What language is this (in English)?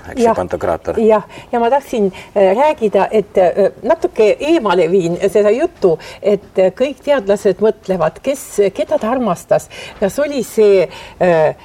Estonian